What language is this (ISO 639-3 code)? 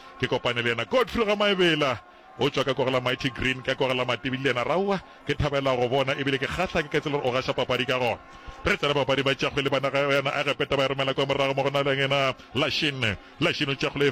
nso